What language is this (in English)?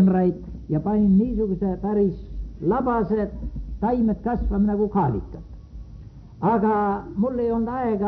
Estonian